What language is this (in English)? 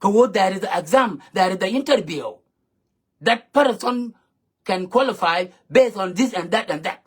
Nuer